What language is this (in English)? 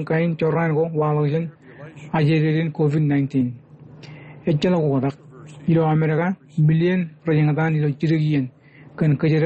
Marshallese